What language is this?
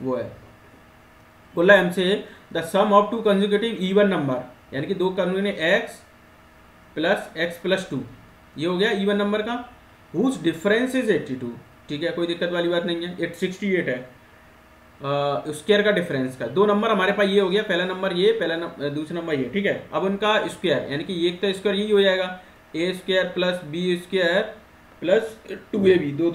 Hindi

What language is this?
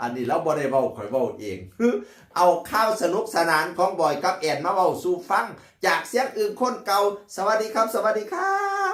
Northeastern Thai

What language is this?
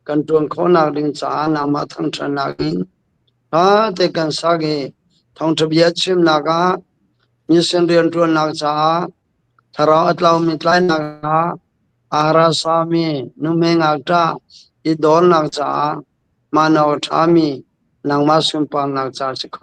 Hakha Chin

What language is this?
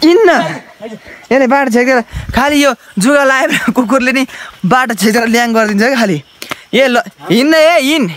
Nepali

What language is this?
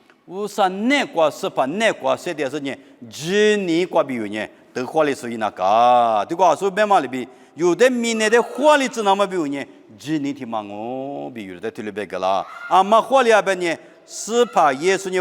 Lisu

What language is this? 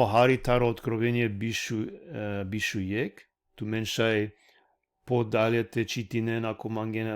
Balkan Romani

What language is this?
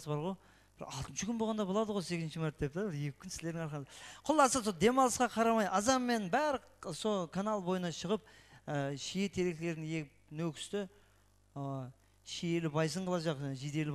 Kara-Kalpak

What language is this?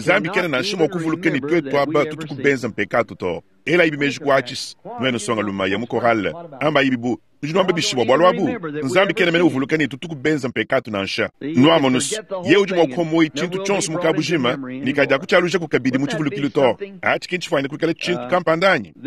Luba-Lulua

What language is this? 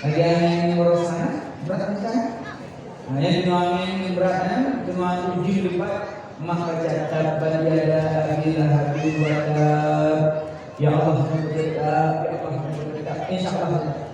Achinese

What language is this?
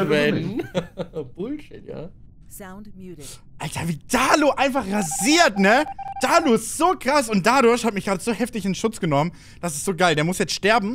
German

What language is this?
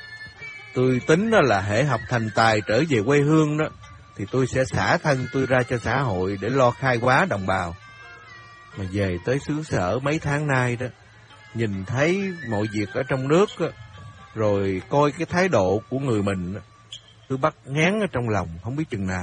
Vietnamese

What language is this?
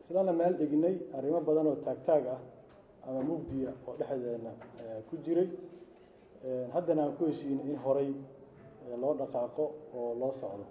Somali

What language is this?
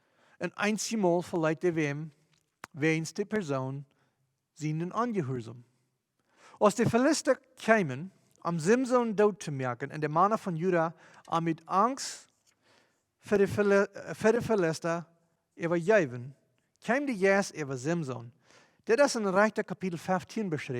Plautdietsch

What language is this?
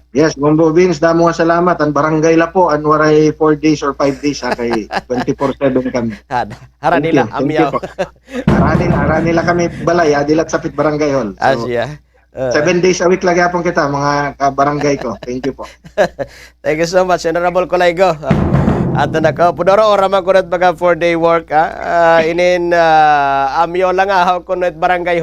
Waray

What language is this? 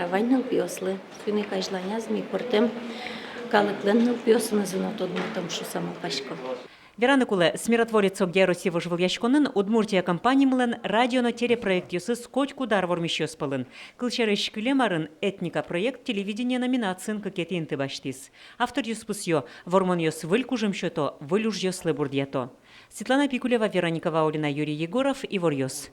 Udmurt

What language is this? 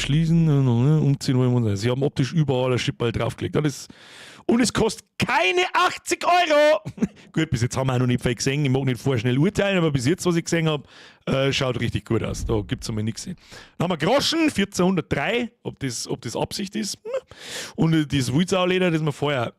Bavarian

